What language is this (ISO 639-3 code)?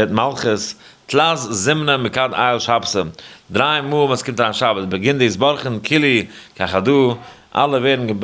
yid